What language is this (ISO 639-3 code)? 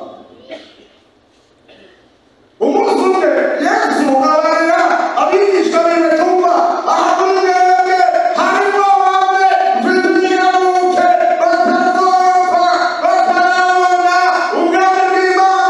run